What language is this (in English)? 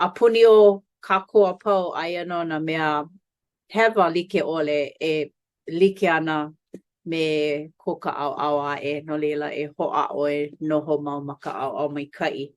Hawaiian